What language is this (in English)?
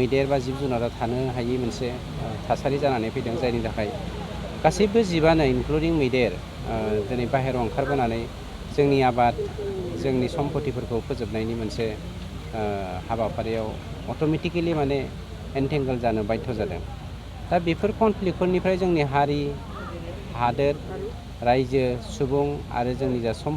Bodo